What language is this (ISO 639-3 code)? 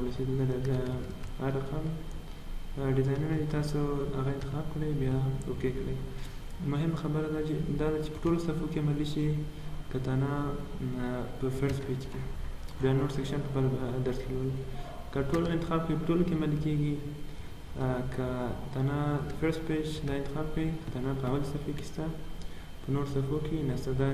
pus